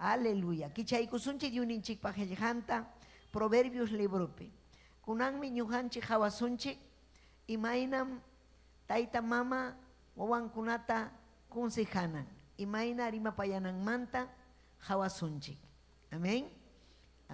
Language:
Ayacucho Quechua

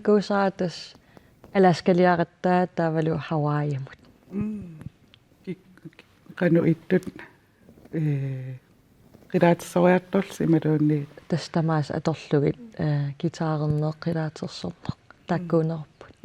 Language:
Kalaallisut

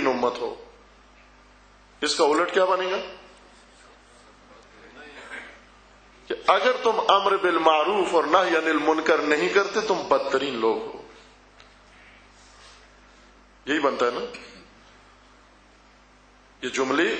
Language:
Urdu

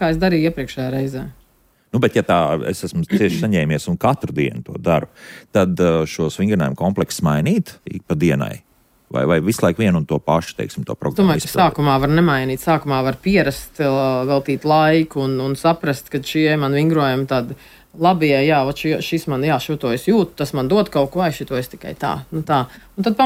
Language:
Latvian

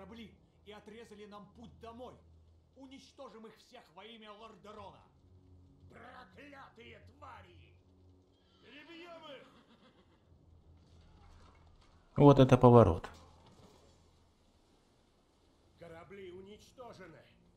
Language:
Russian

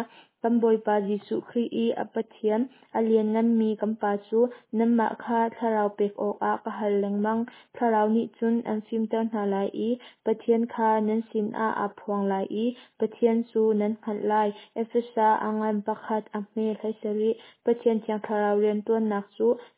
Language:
Hakha Chin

